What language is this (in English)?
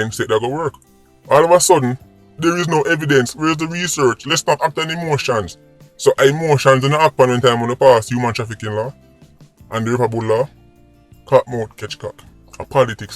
Jamaican Creole English